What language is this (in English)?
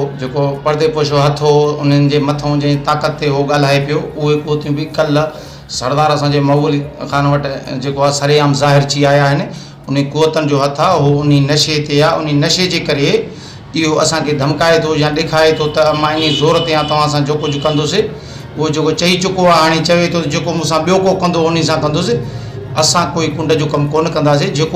Sindhi